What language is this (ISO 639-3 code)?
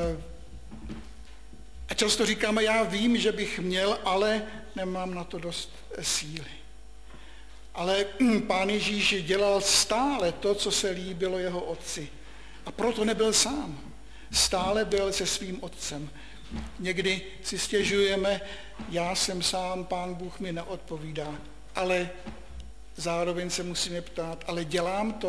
ces